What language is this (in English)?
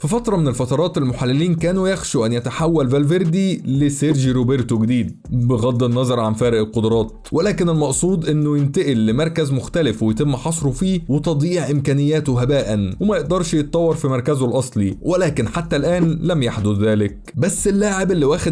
Egyptian Arabic